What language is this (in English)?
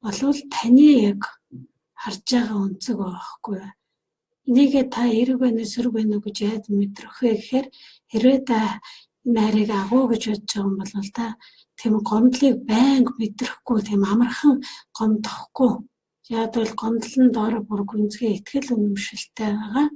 Mongolian